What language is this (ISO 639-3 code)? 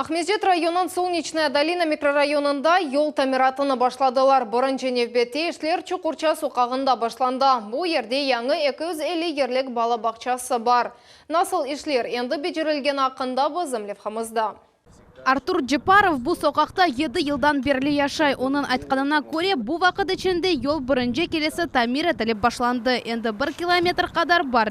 crh